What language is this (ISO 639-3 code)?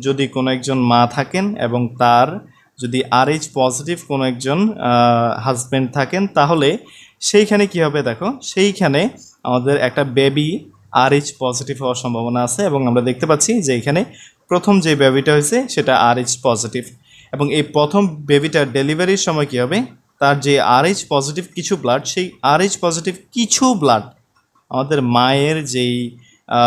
ben